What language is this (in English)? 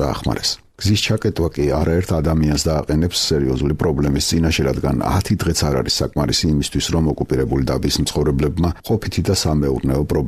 Georgian